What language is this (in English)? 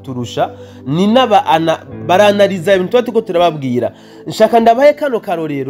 Rundi